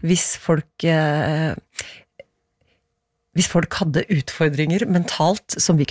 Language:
Norwegian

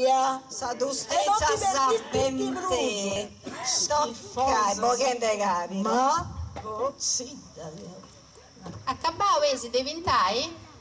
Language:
Sardinian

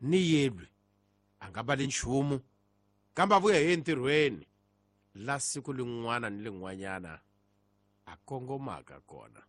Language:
Tsonga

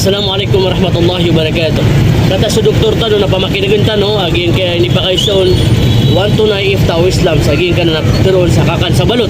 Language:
Maranao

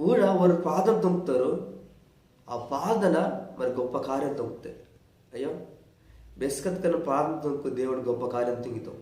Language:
Koya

